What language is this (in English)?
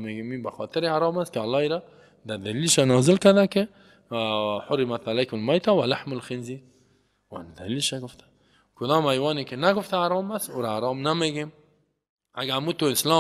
Persian